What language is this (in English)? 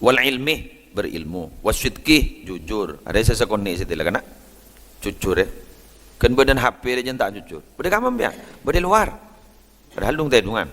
Madurese